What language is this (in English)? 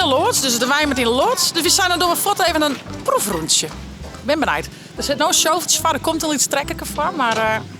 Western Frisian